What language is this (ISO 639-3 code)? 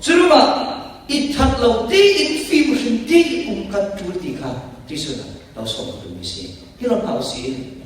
cfm